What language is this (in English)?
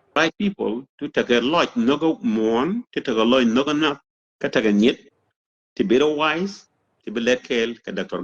Nuer